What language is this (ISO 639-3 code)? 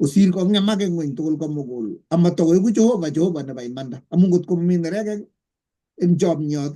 kln